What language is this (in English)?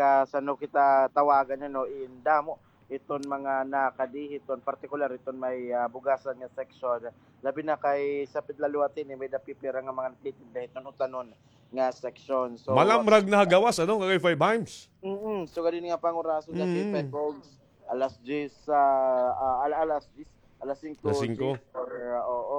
Waray